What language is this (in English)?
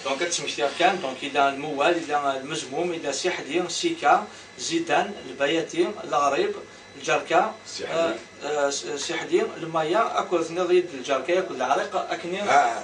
Kabyle